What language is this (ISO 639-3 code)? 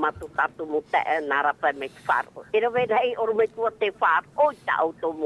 tah